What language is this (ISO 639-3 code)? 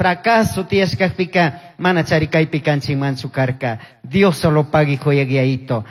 qug